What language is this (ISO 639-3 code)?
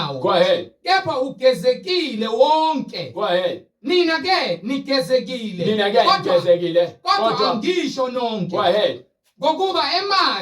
zul